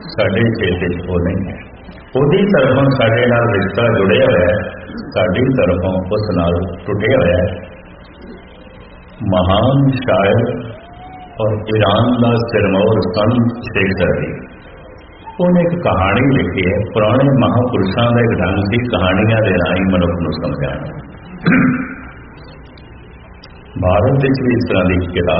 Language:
Punjabi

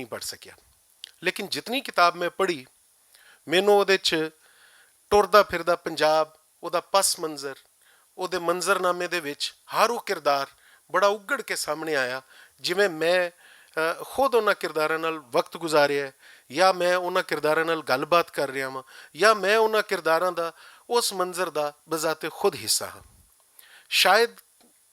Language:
Western Panjabi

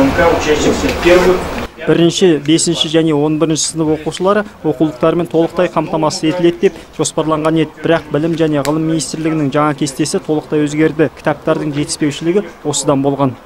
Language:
Kazakh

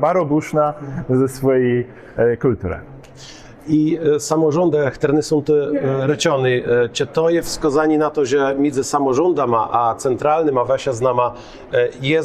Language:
Kashubian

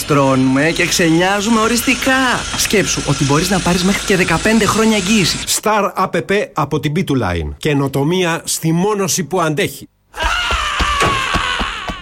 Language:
Greek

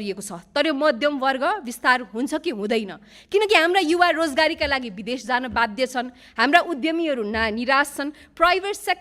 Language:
Nepali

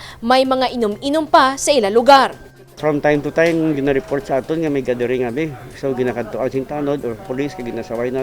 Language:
Hiligaynon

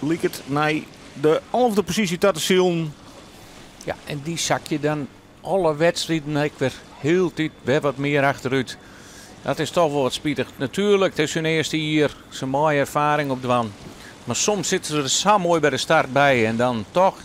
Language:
Western Frisian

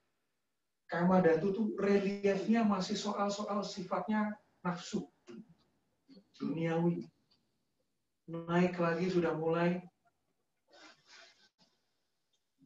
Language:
Indonesian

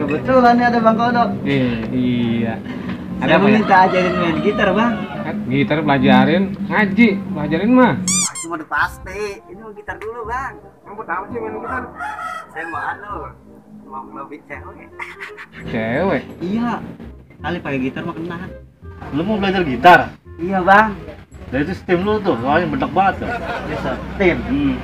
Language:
Betawi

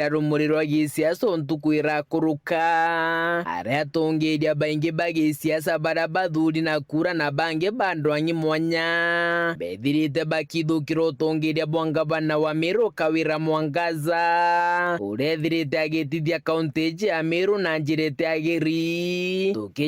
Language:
Meru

